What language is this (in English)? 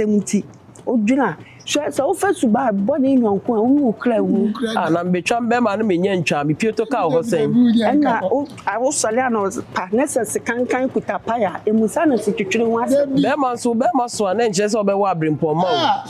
Akan